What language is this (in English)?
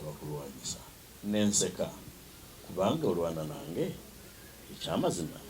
Ganda